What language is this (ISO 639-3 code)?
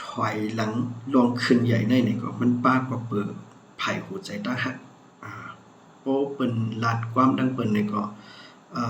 shn